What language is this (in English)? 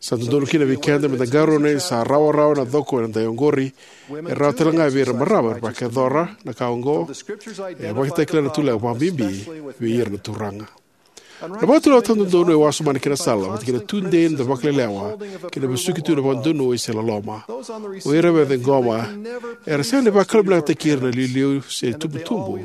Fijian